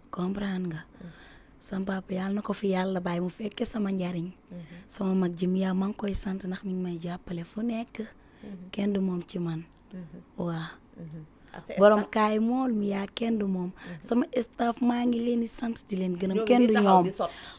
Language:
Wolof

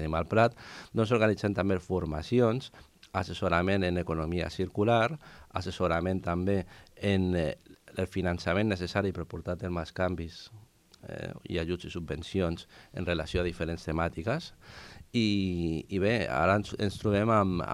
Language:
Catalan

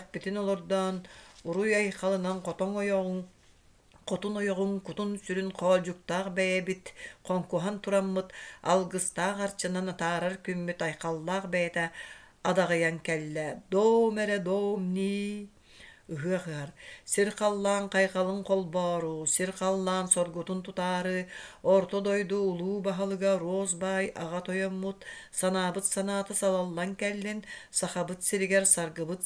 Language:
Yakut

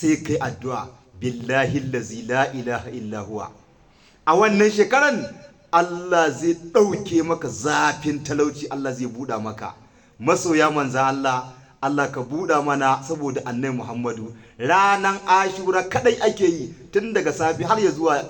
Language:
Hausa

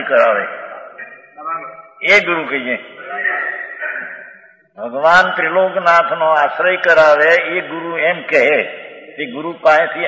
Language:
Gujarati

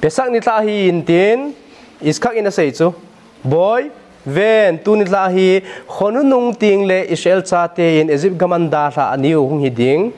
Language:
Thado Chin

